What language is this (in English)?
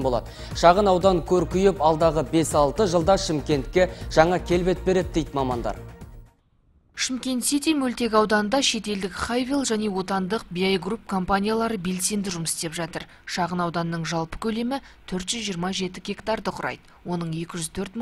Kazakh